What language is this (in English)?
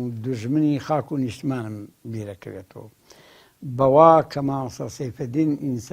Central Kurdish